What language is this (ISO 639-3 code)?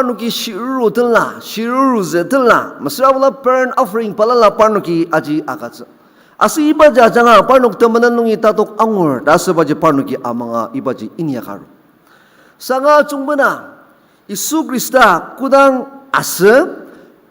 njo